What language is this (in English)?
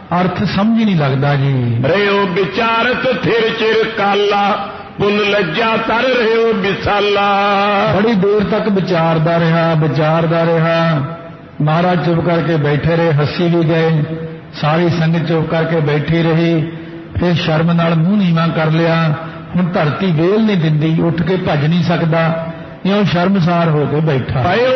Punjabi